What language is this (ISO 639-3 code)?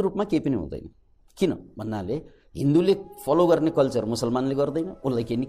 nep